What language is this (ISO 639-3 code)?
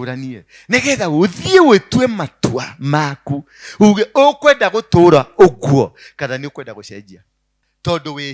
kik